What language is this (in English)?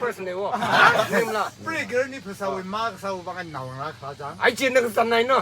Tangkhul Naga (India)